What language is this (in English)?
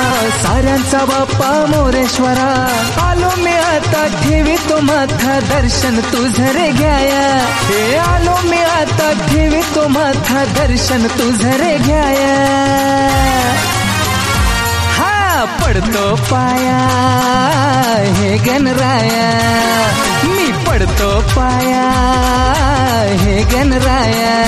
Marathi